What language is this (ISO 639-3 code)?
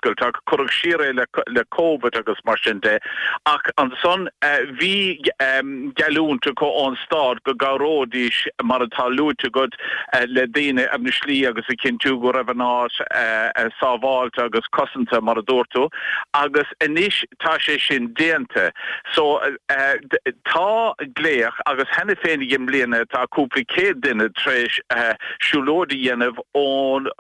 gle